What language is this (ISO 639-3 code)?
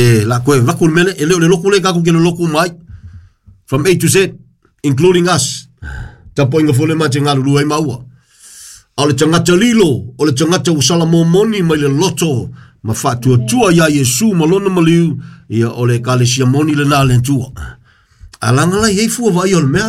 smo